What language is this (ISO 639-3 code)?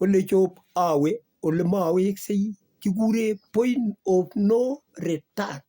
kln